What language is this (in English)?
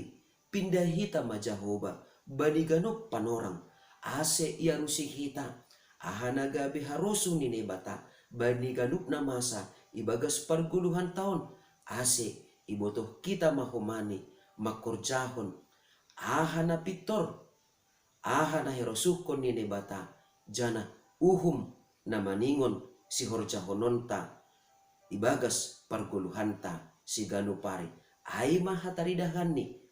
Batak Simalungun